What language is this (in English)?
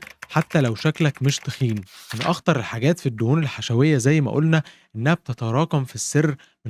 Egyptian Arabic